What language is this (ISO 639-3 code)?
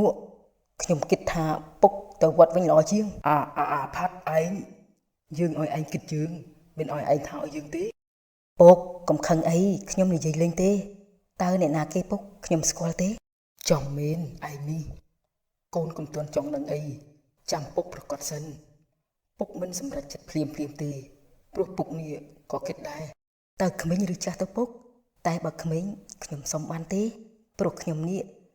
khm